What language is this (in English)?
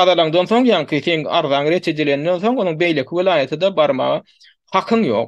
Turkmen